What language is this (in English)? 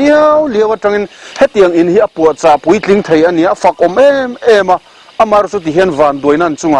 Mizo